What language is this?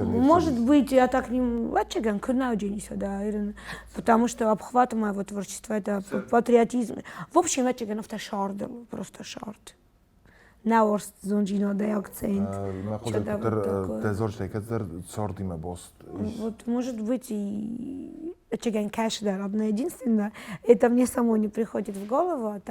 Ossetic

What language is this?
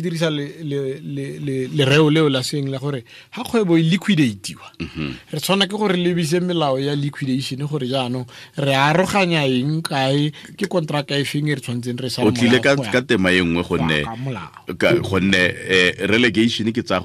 Tswana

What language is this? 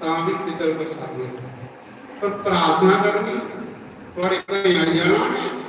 Dogri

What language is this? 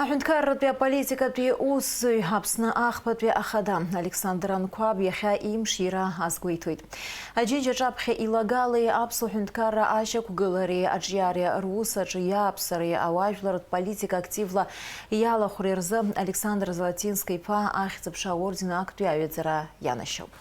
Abkhazian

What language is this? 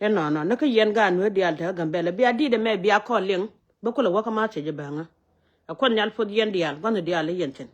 Nuer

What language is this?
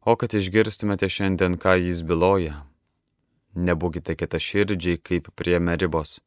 Lithuanian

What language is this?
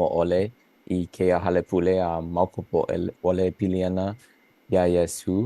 Hawaiian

